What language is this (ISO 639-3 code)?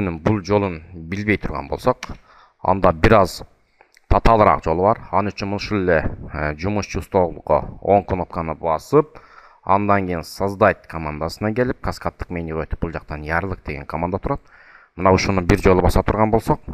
kir